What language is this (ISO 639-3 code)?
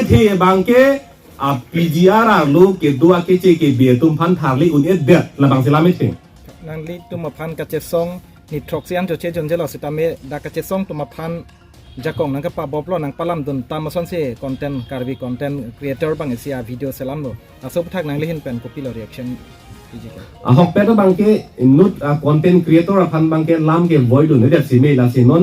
mjw